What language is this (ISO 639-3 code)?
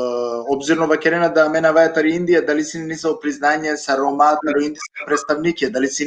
rmn